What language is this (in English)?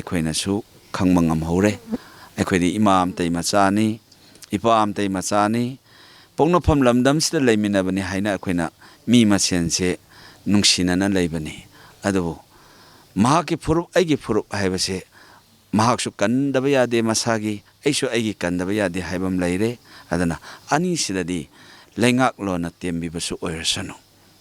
Manipuri